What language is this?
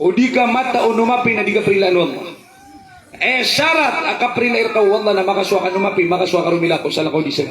Maranao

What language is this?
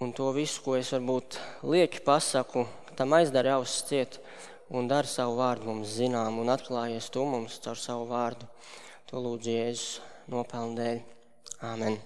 Latvian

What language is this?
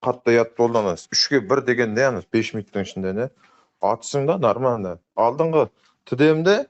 Kara-Kalpak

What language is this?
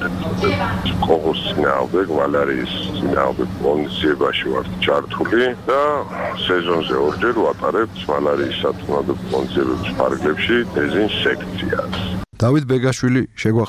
Georgian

